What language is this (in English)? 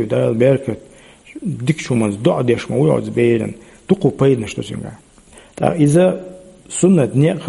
Chechen